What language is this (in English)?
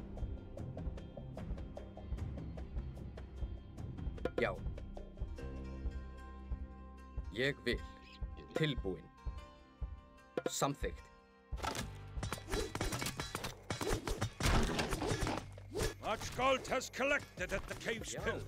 Icelandic